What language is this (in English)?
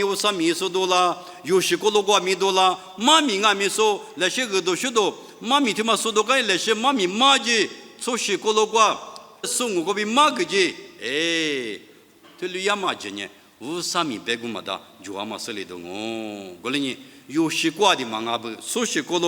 Lisu